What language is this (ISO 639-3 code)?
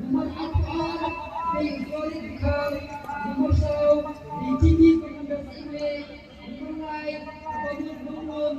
kha